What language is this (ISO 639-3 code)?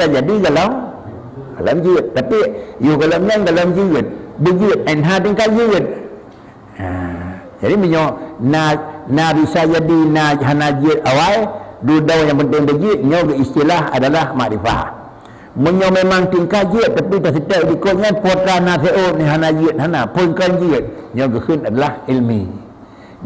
ace